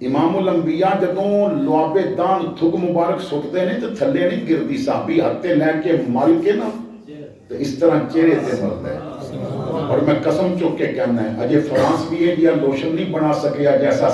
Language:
Western Panjabi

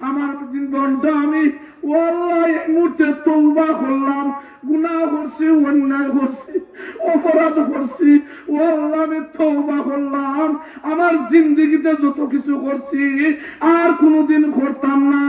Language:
Sylheti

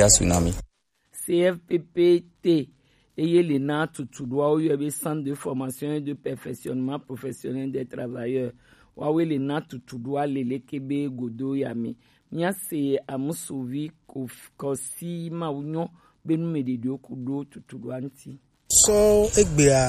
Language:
Gen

